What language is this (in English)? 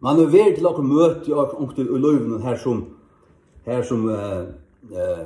Faroese